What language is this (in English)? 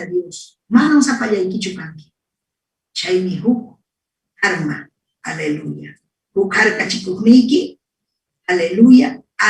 Ayacucho Quechua